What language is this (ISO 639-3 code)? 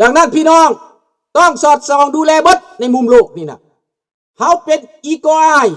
lao